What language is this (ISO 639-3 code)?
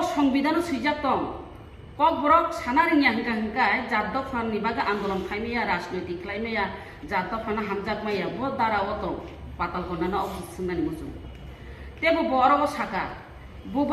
trp